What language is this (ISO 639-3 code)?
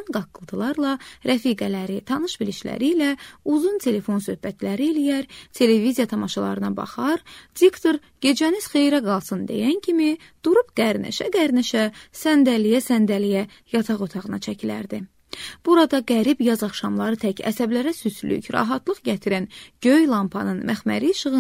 aze